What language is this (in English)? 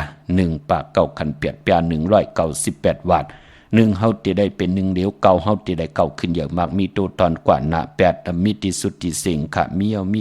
Shan